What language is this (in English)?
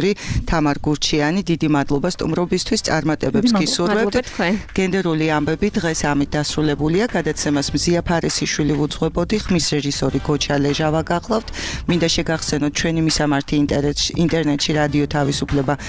Georgian